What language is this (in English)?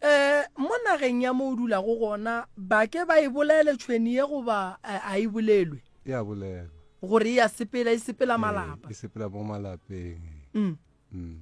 Northern Sotho